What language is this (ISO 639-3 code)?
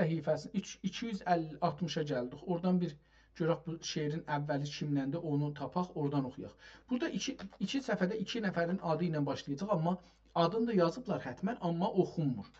azb